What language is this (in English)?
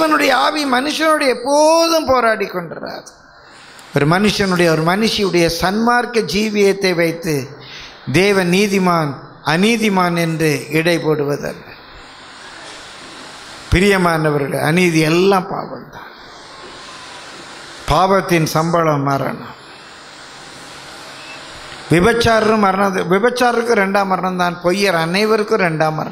Tamil